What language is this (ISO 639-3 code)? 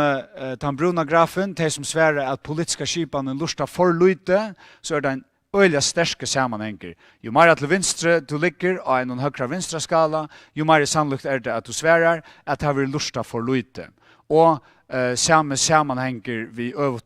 fao